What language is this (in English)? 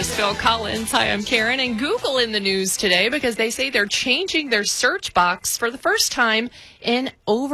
English